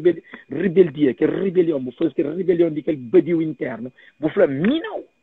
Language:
Kabuverdianu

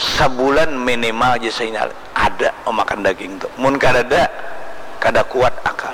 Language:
Banjar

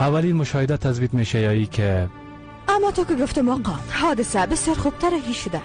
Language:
Persian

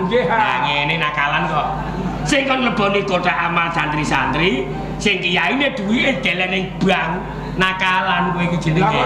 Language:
Javanese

